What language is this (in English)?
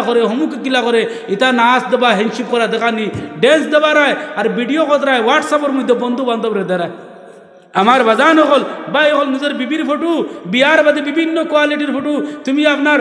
Sylheti